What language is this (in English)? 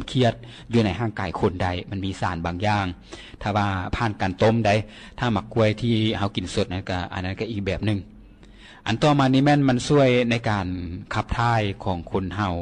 Lao